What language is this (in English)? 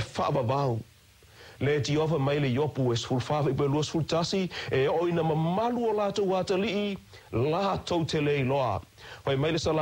Samoan